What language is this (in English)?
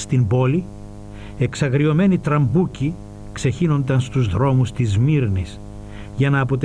Greek